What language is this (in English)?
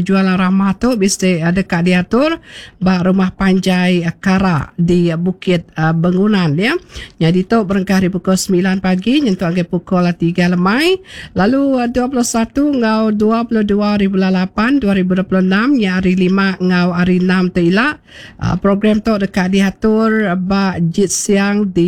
Iban